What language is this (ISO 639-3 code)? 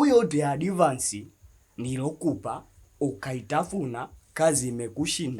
swa